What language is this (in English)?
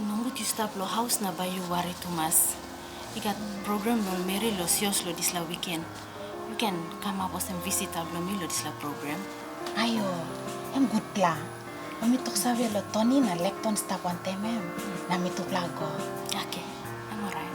Tok Pisin